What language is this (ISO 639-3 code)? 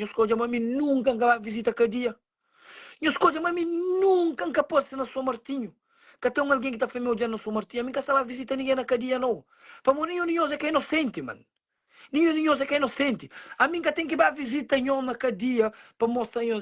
kea